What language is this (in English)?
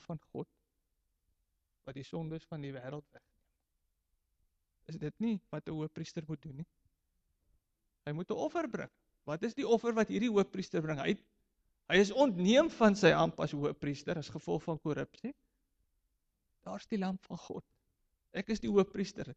Afrikaans